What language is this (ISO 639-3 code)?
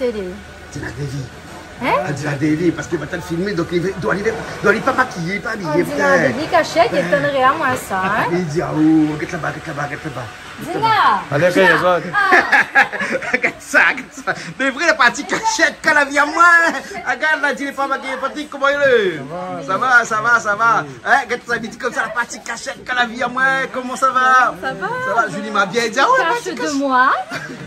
rcf